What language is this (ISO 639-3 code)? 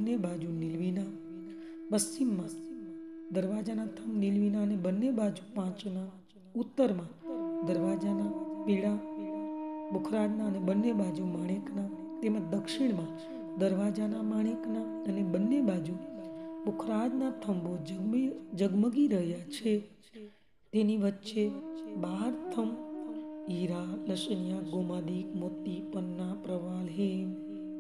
guj